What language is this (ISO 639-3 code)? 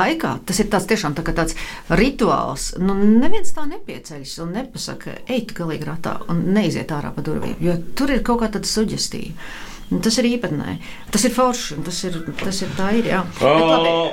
lav